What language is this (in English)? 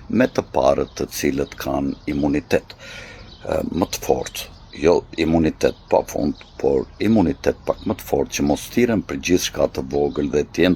Albanian